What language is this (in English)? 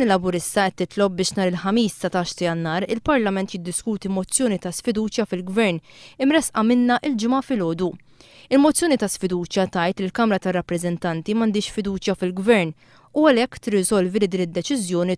Maltese